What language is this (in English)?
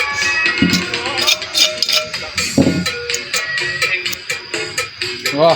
Lao